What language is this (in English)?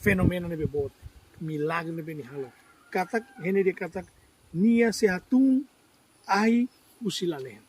Tetum